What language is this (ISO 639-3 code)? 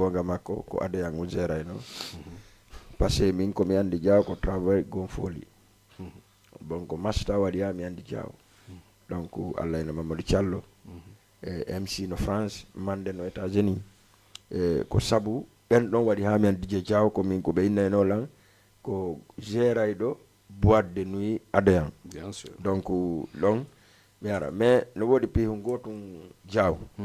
ful